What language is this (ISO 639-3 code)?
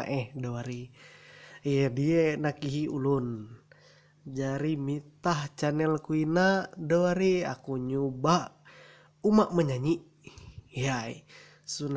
mhy